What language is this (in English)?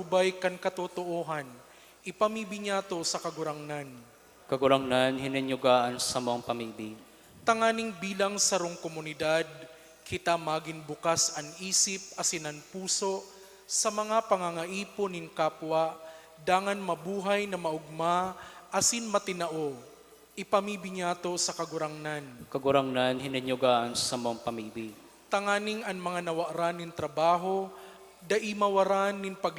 Bikol